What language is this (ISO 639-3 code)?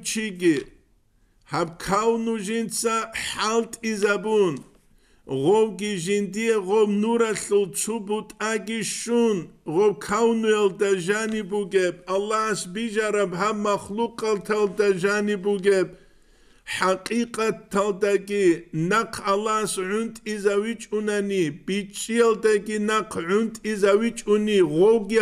ava